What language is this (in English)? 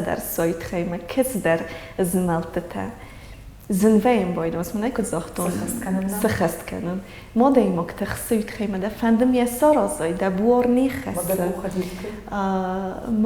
Ossetic